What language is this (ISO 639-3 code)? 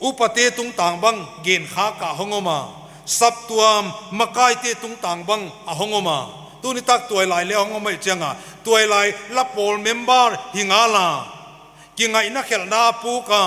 pck